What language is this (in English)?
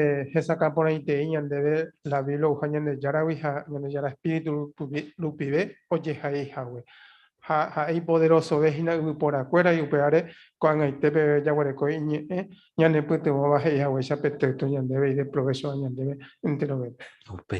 Guarani